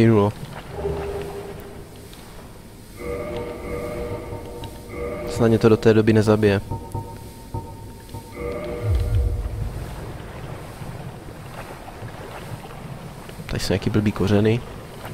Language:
Czech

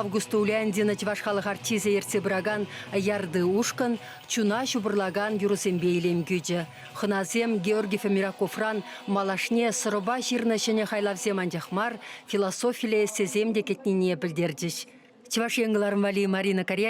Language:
Chuvash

